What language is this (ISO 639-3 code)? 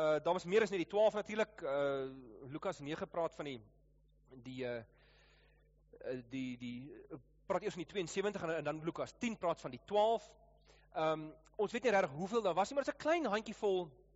afr